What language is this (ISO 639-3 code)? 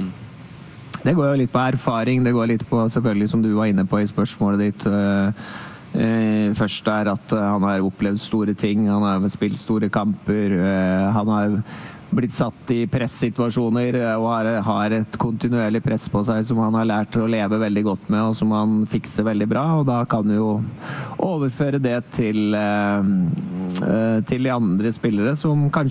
nor